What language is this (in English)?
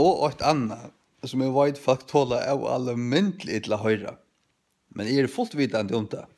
Faroese